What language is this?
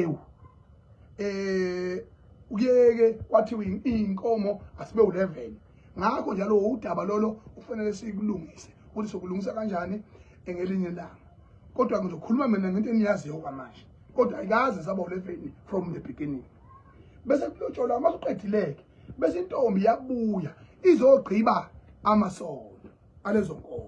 Zulu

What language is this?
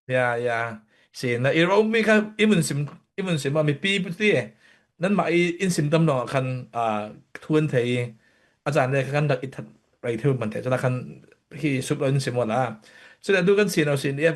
Falam Chin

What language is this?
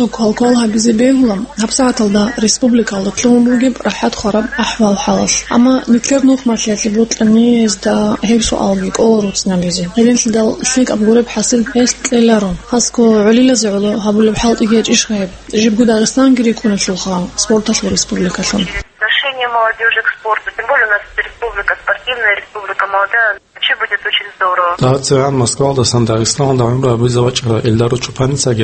Avaric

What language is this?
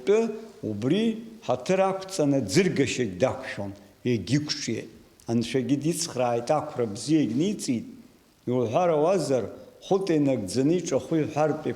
Abkhazian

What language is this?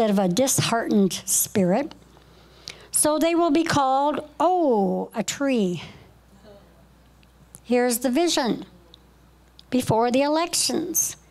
English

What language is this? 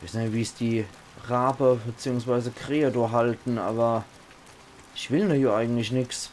Palatine German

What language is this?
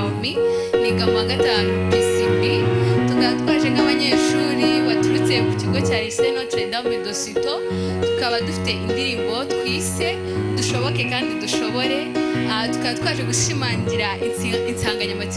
Kinyarwanda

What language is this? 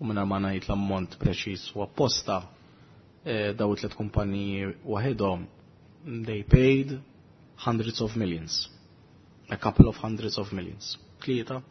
Maltese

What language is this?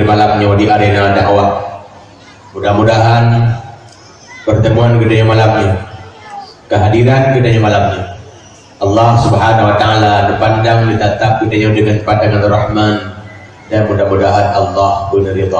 Achinese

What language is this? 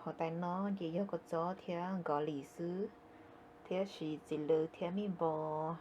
Hmong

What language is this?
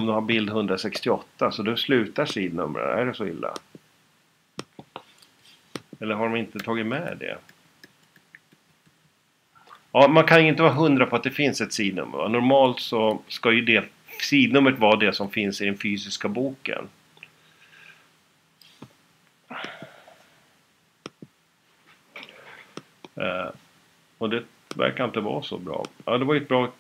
Swedish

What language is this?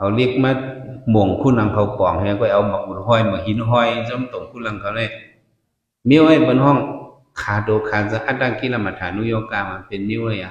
Shan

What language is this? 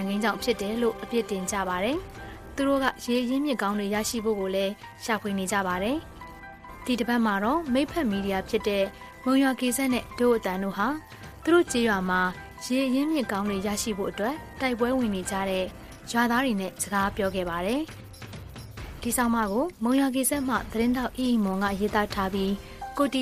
Burmese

